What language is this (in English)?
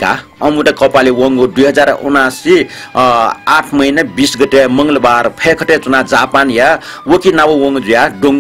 Newari